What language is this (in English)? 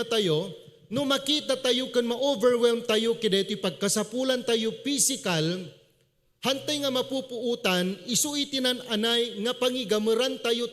Iloko